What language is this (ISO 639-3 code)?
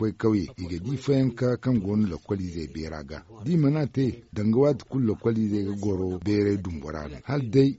dje